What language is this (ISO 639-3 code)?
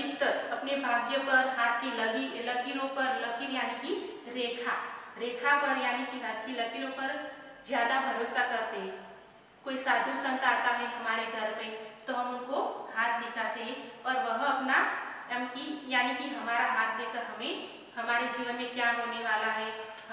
hin